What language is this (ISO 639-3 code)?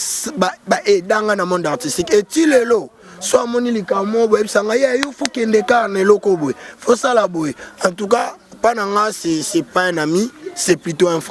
lin